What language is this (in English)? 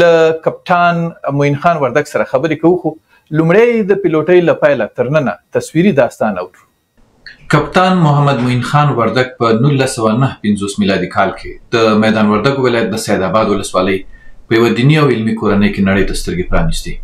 Pashto